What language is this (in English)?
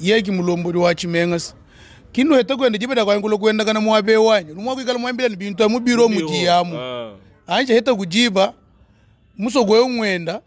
Luba-Lulua